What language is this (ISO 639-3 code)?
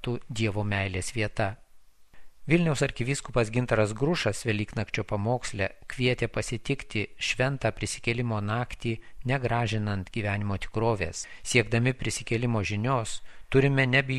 lit